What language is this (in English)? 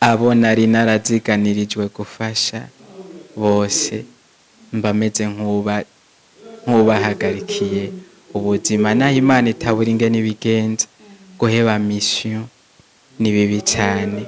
Rundi